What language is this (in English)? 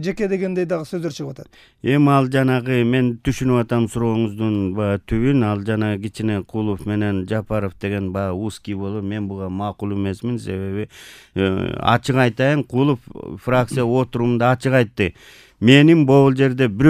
Kyrgyz